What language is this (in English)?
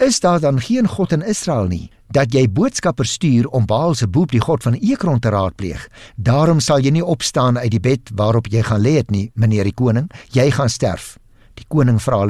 Afrikaans